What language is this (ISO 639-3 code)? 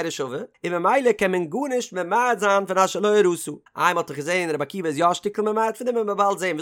yid